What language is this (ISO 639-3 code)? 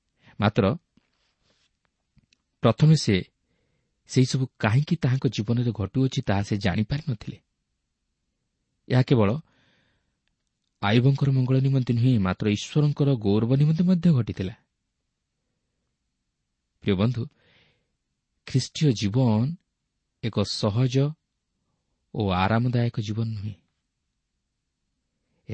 ori